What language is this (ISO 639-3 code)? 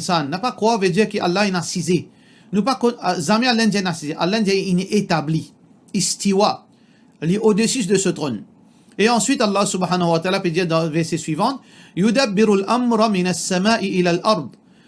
mfe